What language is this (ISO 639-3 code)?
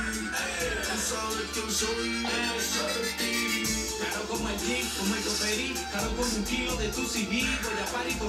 spa